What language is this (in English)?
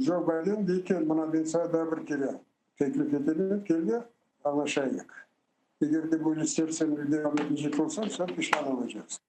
Crimean Tatar